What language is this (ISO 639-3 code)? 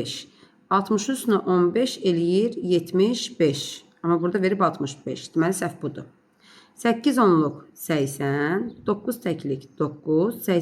aze